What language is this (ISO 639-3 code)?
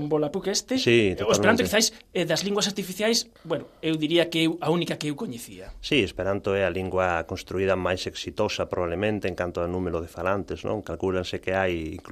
glg